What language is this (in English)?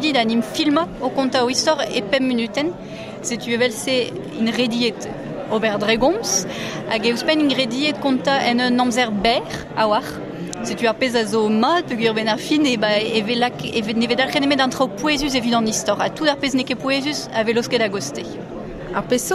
Breton